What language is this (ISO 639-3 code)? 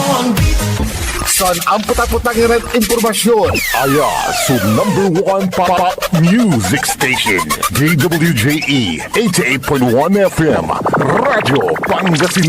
pag